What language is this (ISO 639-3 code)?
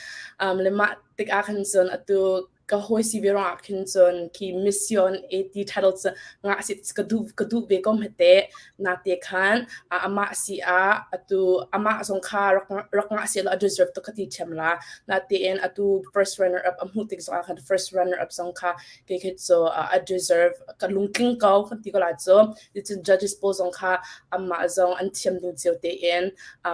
cnh